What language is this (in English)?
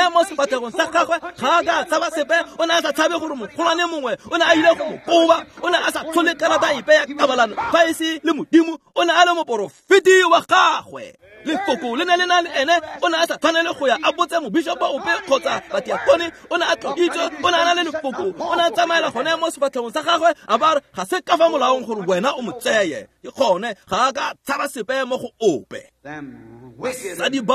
Tswana